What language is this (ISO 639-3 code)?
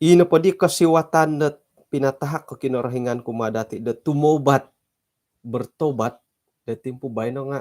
dtp